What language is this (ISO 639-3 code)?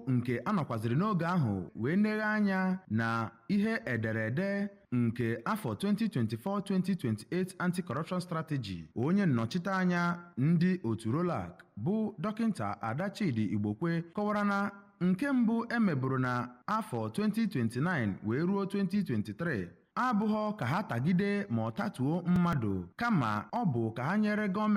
ibo